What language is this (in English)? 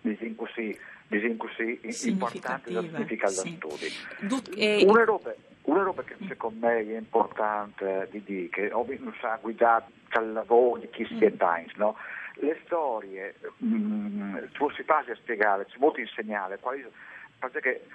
Friulian